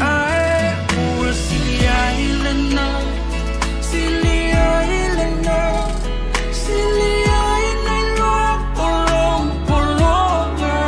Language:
Samoan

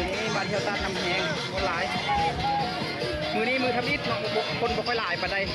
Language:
Lao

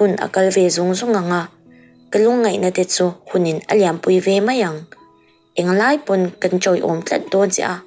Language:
Mizo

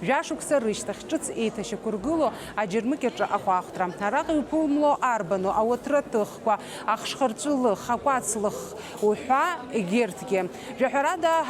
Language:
Abkhazian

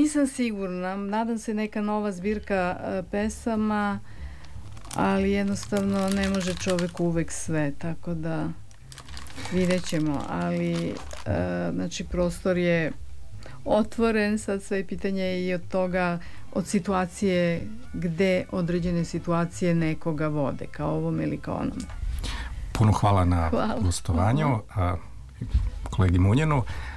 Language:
Serbian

